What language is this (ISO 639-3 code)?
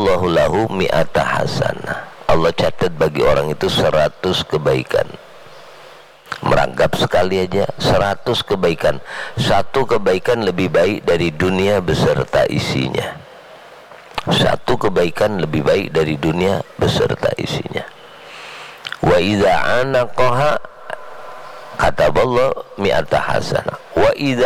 ind